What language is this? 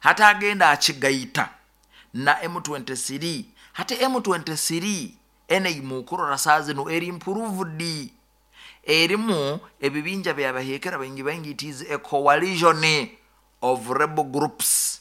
Nyoro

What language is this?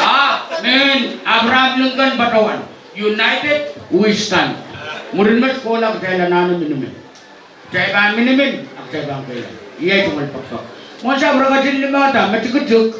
Pohnpeian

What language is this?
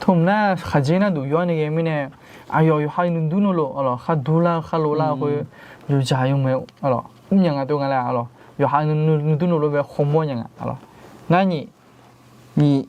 Akha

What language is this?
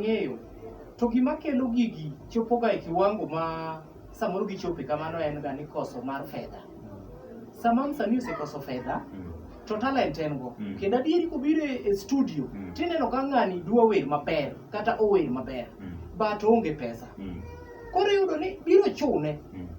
Luo (Kenya and Tanzania)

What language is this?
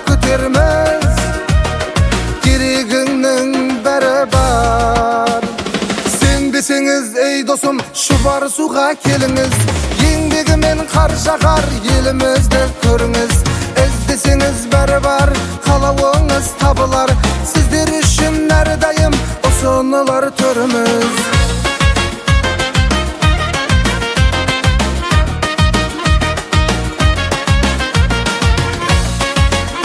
Kazakh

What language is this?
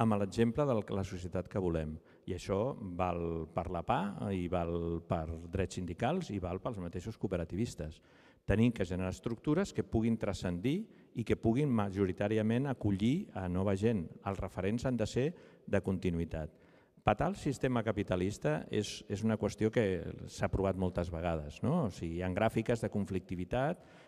Catalan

